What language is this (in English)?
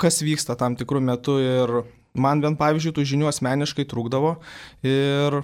Lithuanian